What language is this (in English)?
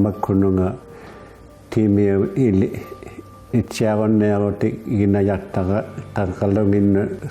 Inuktitut